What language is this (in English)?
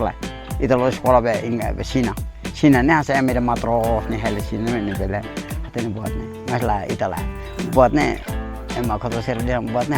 Tetum